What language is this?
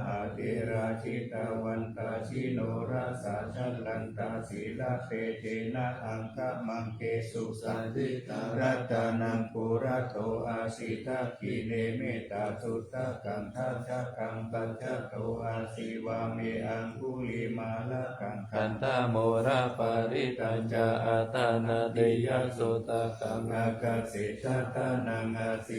Pali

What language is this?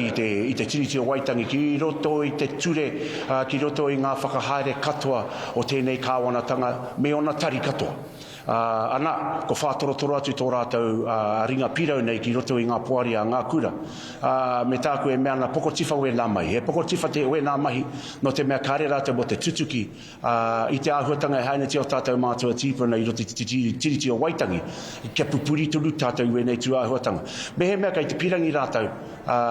Māori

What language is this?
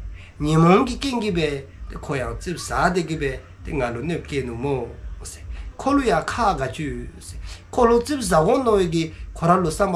Dzongkha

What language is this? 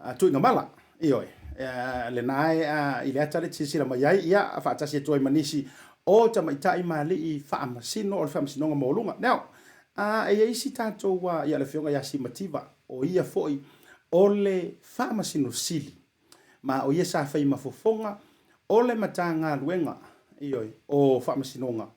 Samoan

